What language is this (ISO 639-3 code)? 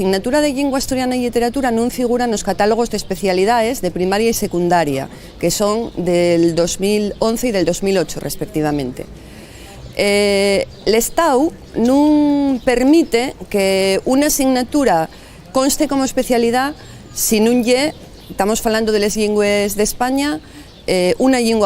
ast